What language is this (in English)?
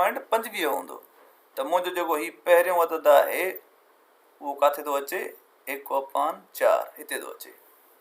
Sindhi